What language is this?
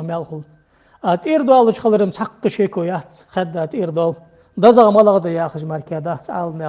Ingush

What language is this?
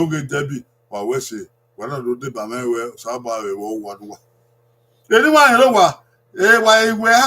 Bini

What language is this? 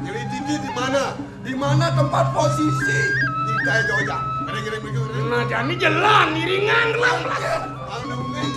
Balinese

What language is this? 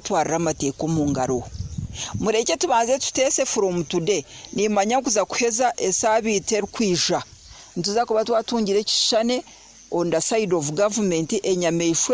Nyoro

